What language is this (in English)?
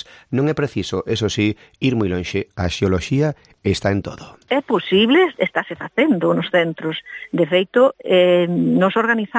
Galician